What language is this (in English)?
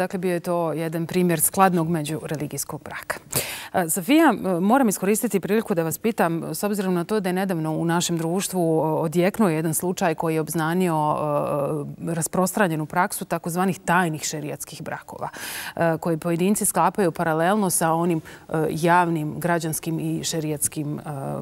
Bosnian